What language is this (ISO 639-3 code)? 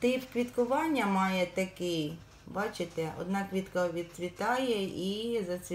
ukr